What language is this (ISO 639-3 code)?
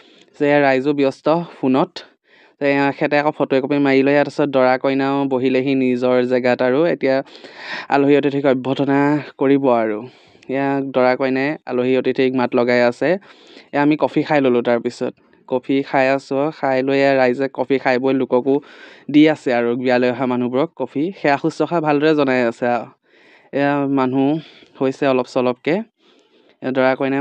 asm